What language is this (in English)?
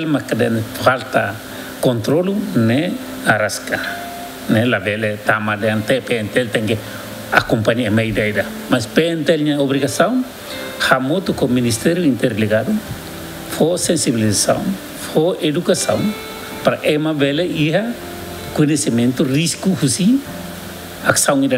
Tetum